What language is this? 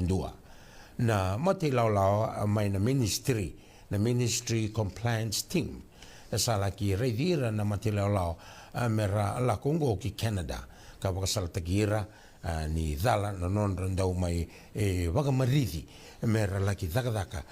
Fijian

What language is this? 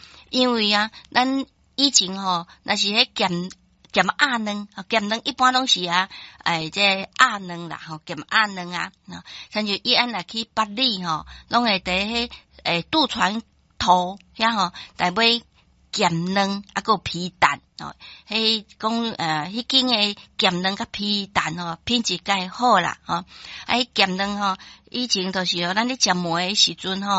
Min Nan Chinese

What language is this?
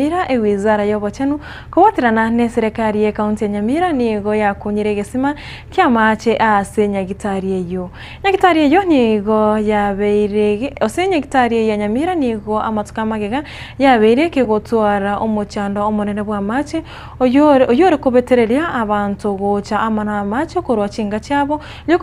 Gusii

